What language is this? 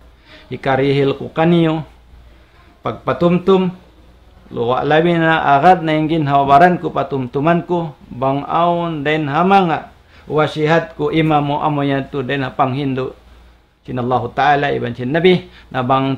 Tausug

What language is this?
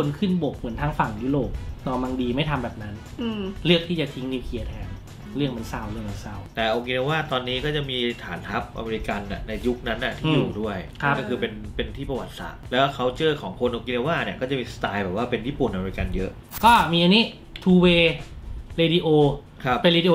Thai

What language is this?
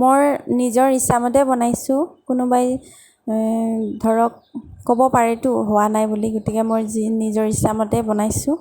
Assamese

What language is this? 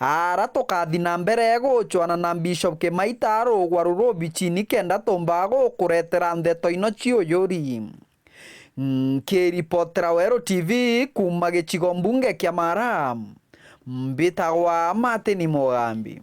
Meru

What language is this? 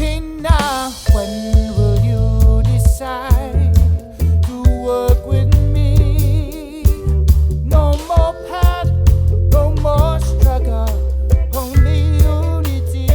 Māori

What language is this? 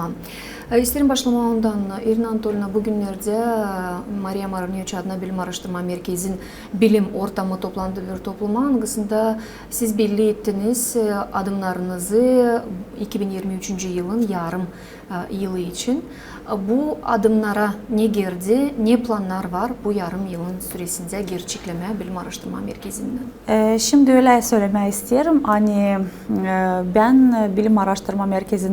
Gagauz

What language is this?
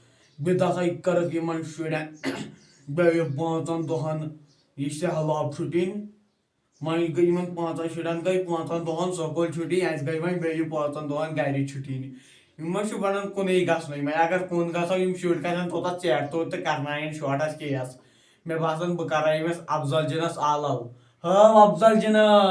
Kashmiri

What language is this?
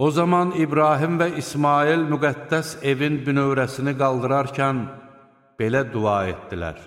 Azerbaijani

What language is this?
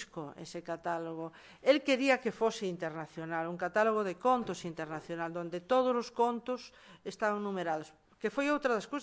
Galician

